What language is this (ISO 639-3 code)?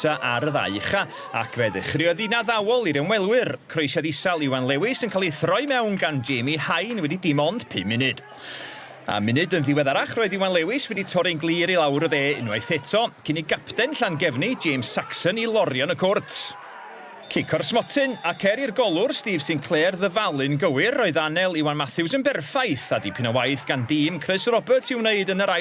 cym